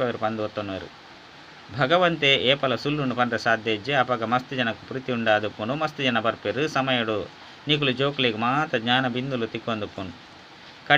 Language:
Tulu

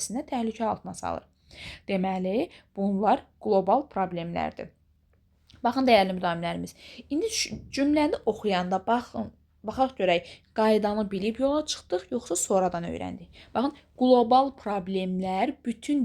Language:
Azerbaijani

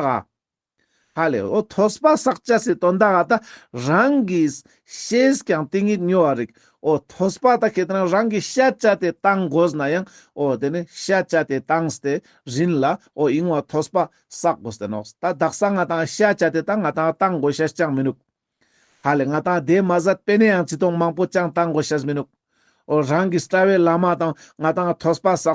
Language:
Ladakhi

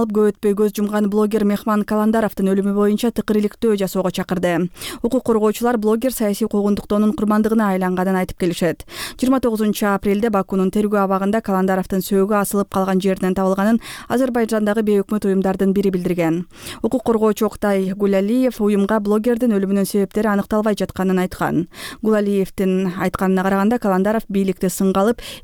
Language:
Kyrgyz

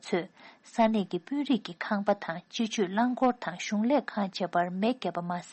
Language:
Tibetan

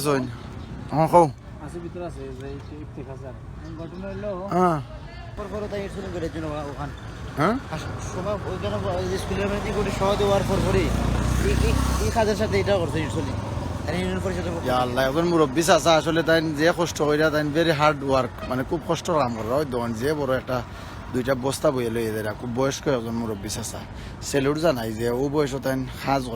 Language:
Sylheti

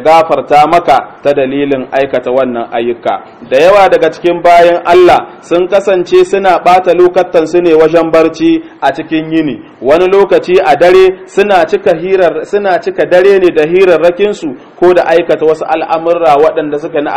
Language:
Hausa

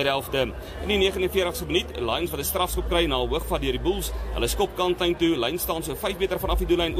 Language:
Afrikaans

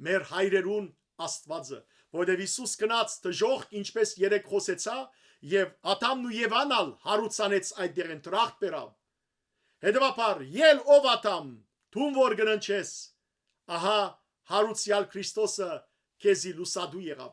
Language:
Western Armenian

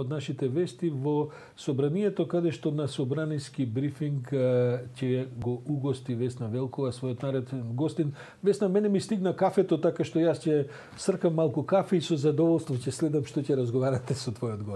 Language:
Macedonian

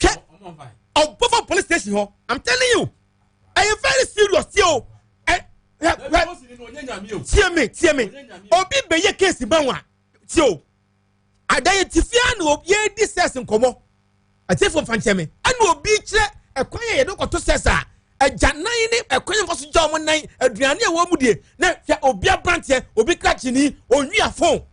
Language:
Akan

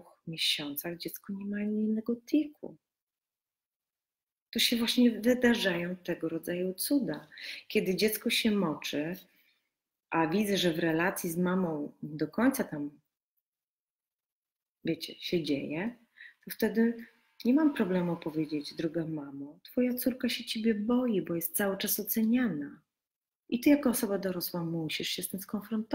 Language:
Polish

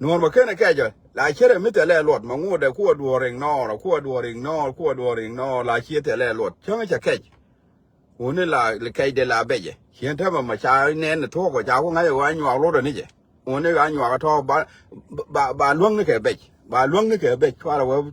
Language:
Nuer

